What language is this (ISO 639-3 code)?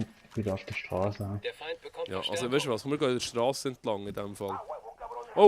gsw